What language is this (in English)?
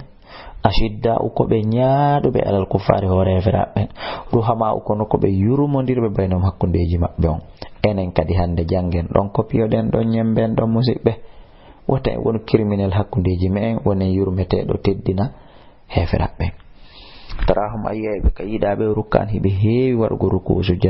Fula